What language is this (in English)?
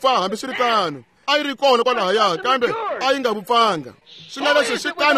Tsonga